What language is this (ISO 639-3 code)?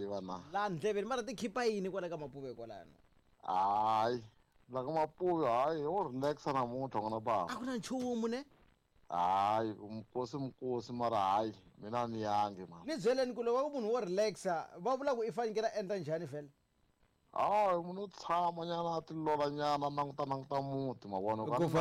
tso